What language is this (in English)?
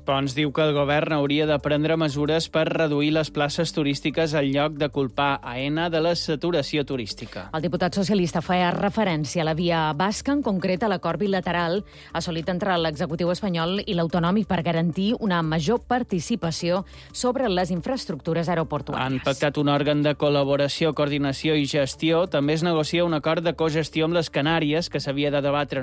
Catalan